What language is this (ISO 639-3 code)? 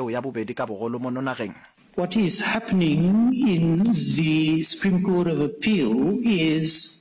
nso